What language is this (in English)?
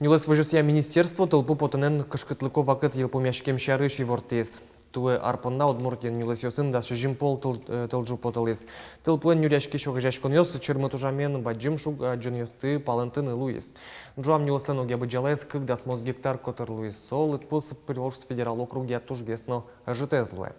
Udmurt